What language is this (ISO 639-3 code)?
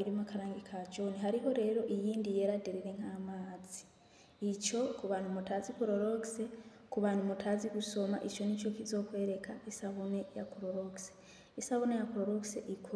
run